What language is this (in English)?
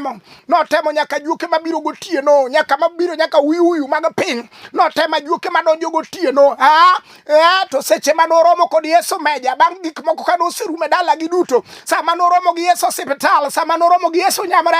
Luo (Kenya and Tanzania)